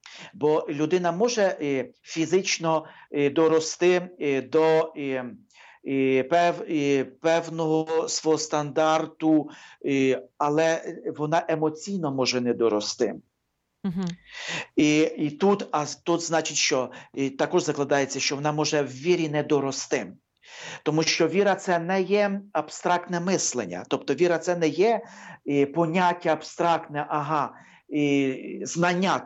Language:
Ukrainian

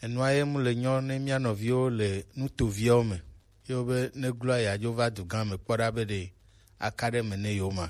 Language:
Gen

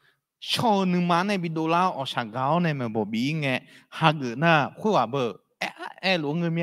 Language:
Akha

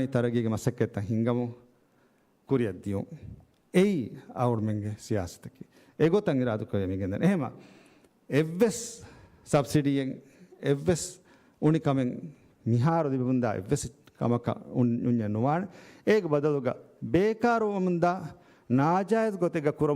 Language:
Divehi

